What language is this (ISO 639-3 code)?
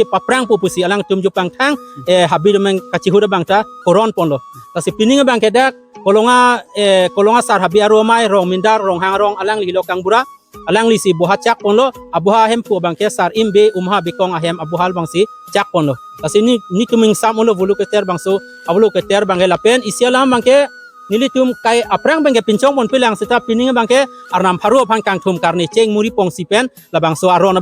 mjw